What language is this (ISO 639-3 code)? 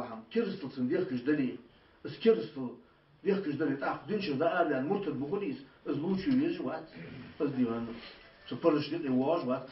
inh